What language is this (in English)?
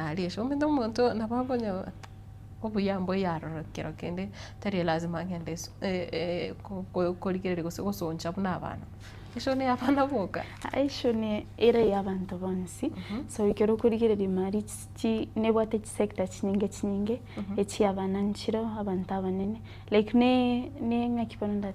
Gusii